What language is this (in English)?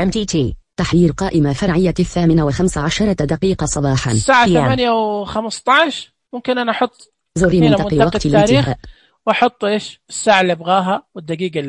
Najdi Arabic